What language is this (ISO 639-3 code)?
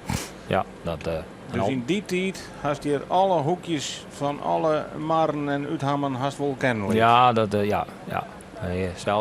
fry